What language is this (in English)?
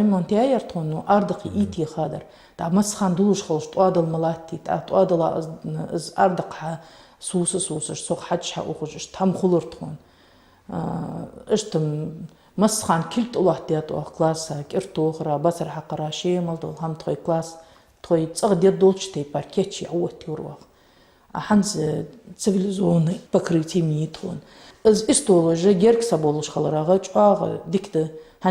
Ingush